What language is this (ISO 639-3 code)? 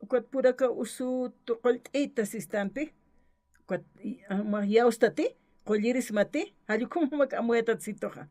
aym